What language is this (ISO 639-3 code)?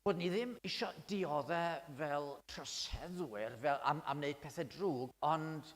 cym